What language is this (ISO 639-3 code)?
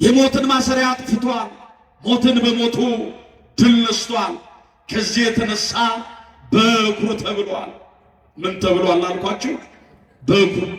amh